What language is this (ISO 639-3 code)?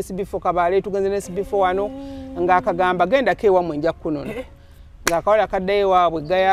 lug